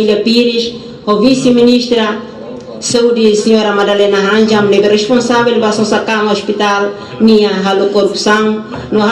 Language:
Tetum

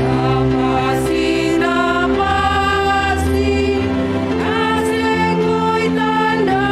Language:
Batak Simalungun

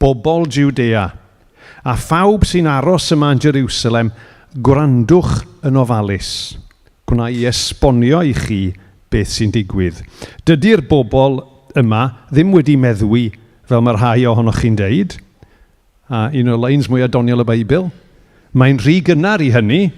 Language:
Welsh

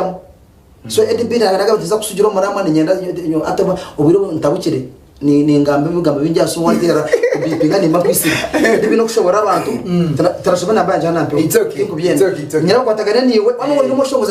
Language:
Nyankole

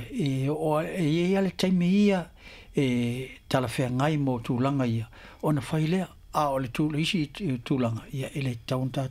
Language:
Samoan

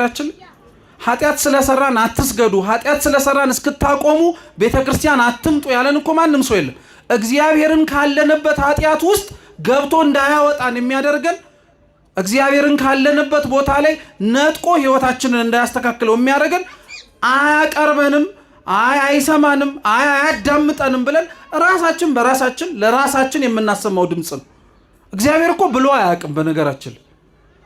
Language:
Amharic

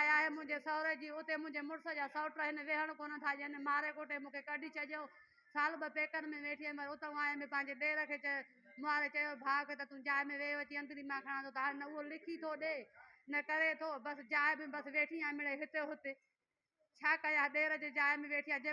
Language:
Sindhi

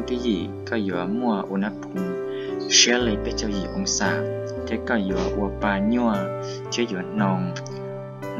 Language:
Hmong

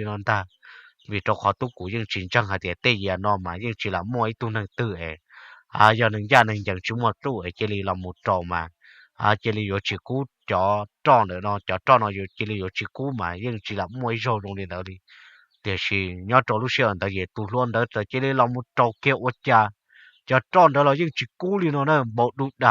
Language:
Hmong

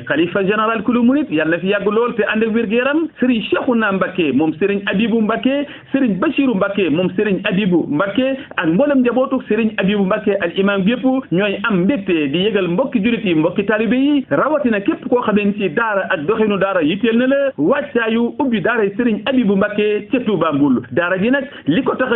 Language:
Wolof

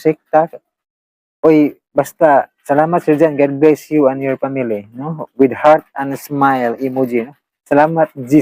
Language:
Cebuano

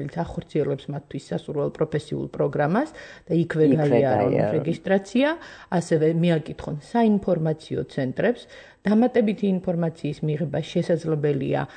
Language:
Georgian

